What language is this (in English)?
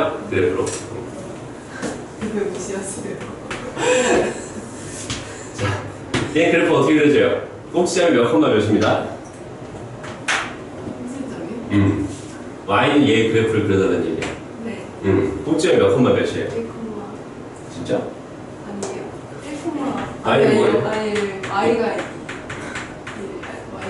Korean